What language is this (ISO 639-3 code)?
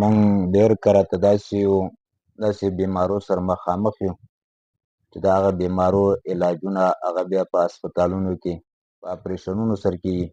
pus